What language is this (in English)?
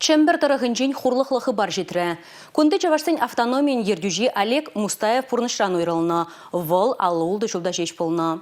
Chuvash